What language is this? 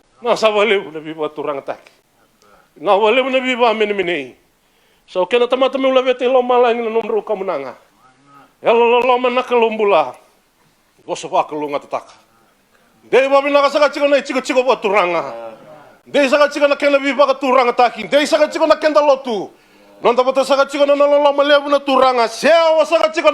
Fijian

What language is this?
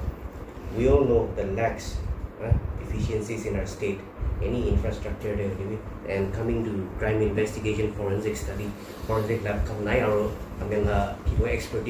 Naga Pidgin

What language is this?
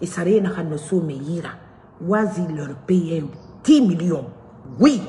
Mandingo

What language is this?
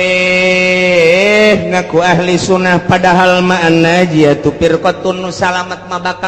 Sundanese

